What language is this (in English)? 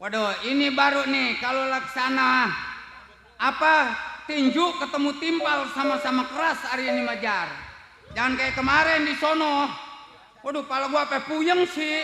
Betawi